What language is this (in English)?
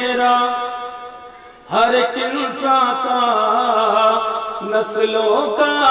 Urdu